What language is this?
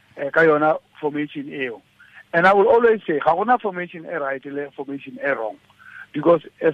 Tswana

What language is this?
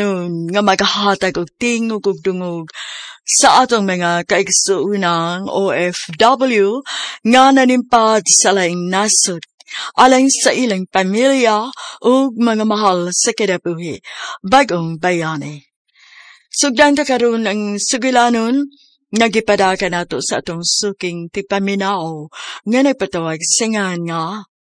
Cebuano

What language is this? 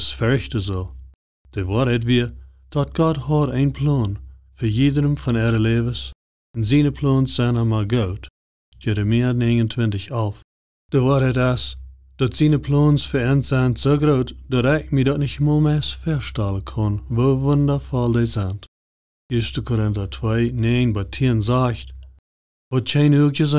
Plautdietsch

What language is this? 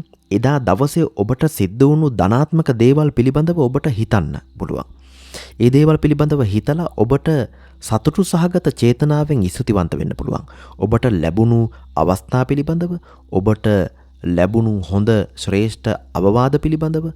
Sinhala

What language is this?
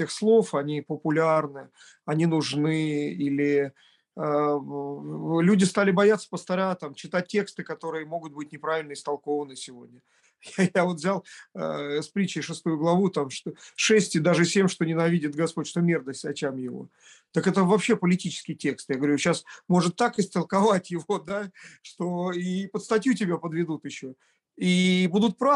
Russian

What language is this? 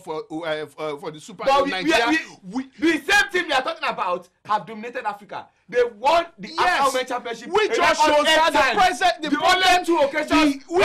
English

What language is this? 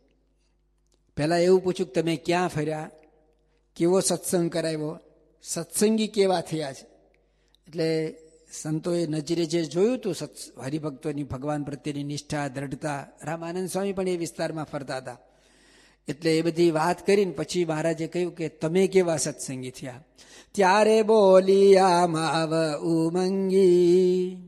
Gujarati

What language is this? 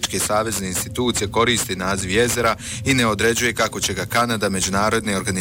Bosnian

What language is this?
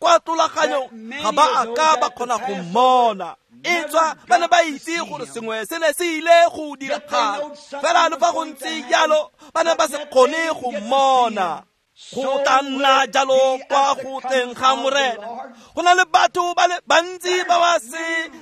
Tswana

